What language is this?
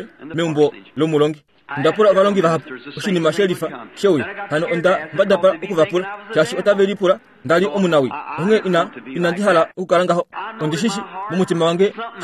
Kuanyama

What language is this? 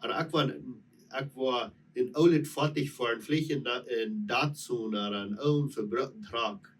Plautdietsch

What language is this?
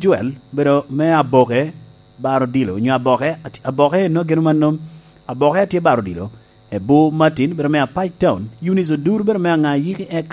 Lango (Uganda)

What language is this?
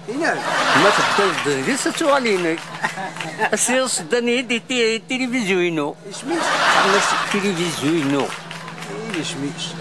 Kabyle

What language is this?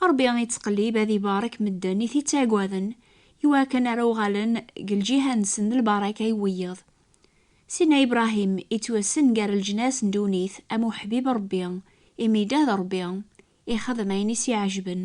Kabyle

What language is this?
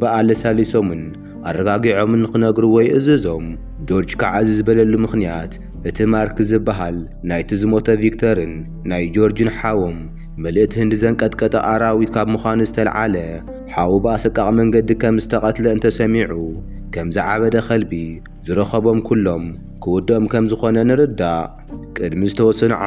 Tigrinya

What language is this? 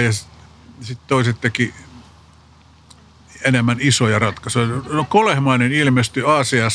Finnish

